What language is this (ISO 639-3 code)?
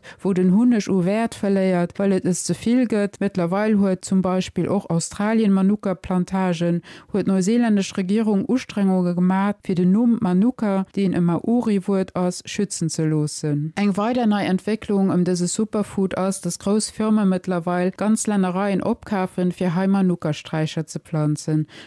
ltz